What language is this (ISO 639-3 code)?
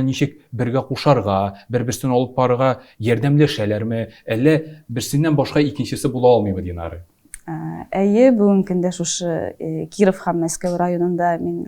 tat